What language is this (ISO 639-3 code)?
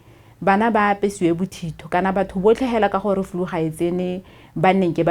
tsn